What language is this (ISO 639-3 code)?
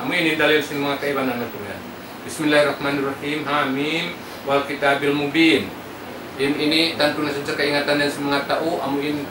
tsg